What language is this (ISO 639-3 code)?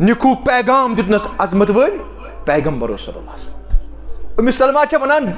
kas